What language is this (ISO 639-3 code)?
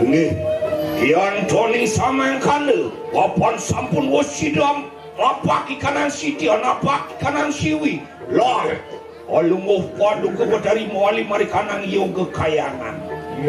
ban